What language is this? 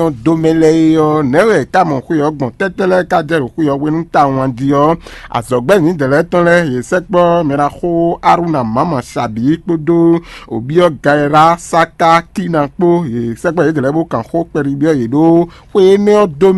Fon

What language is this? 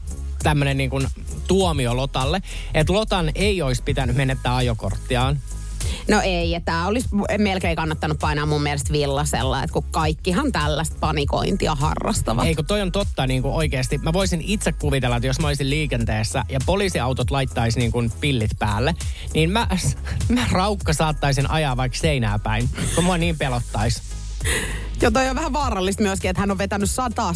Finnish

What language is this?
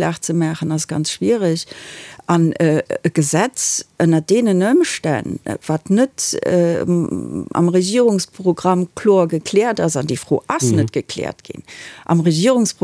Luxembourgish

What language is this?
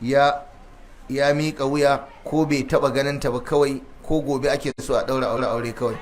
Hausa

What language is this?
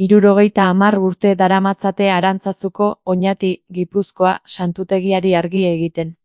Basque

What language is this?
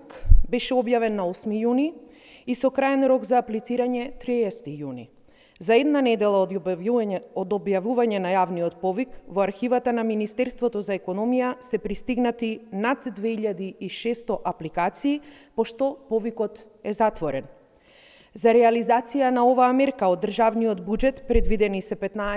Macedonian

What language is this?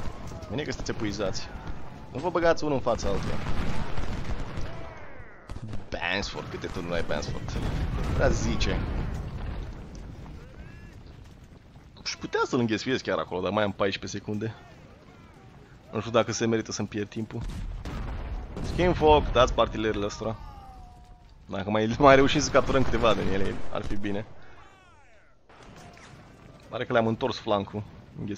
Romanian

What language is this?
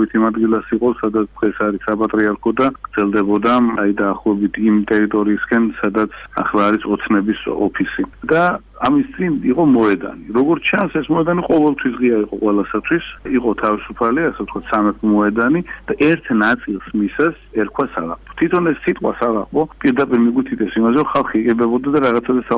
Georgian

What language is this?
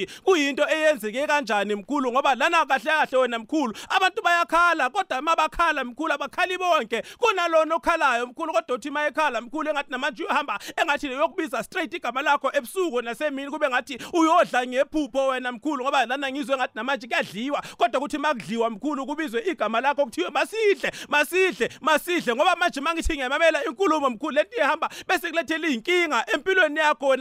South Ndebele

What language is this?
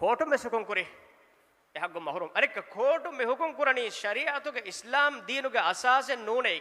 Divehi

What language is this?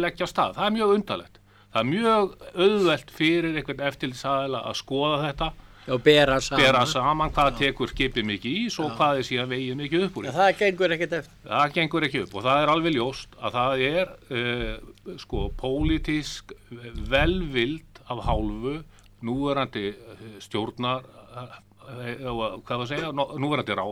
Icelandic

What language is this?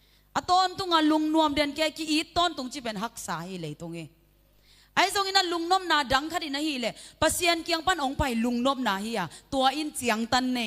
Tedim Chin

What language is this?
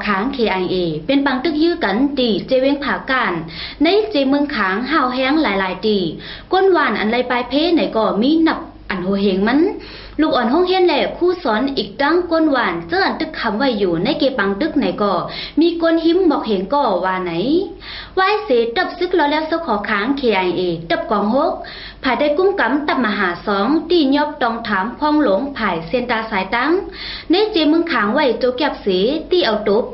Shan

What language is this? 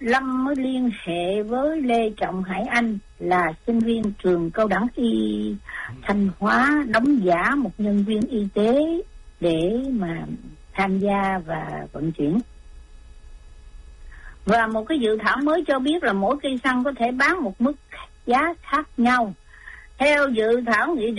Vietnamese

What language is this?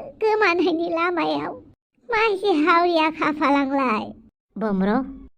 Bodo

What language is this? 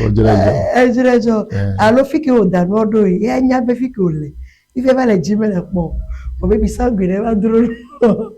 Ewe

